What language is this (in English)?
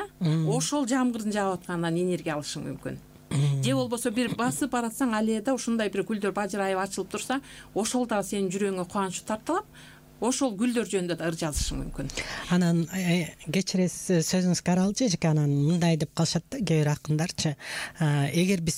Kyrgyz